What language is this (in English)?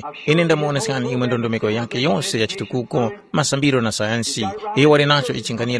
Tumbuka